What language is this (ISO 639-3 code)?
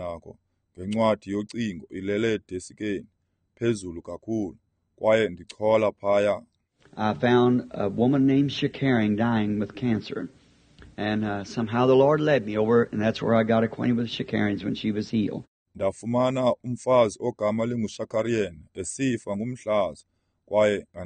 xho